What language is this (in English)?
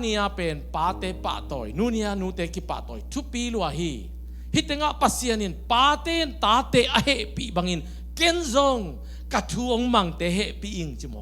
Tedim Chin